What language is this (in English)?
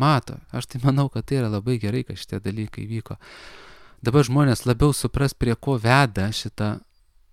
Lithuanian